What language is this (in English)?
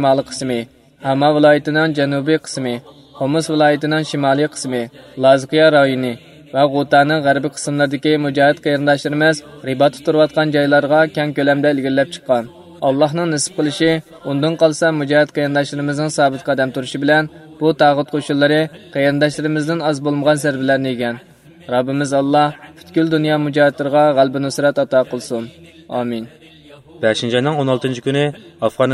Uyghur